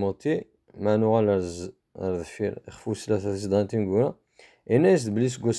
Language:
Kabyle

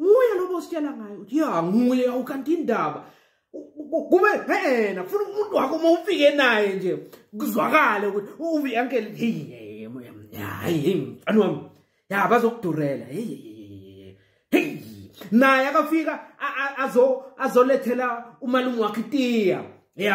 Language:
Zulu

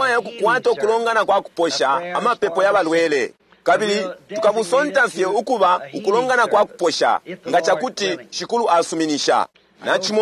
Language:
Bemba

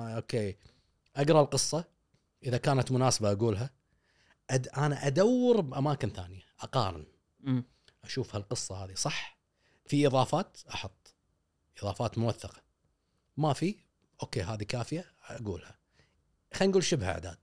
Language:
Gulf Arabic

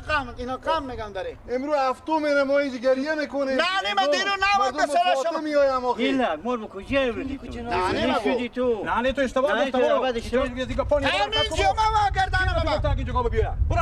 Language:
Persian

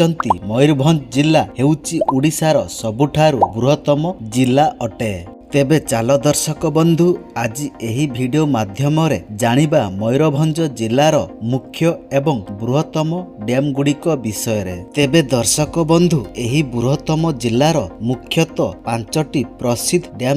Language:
Odia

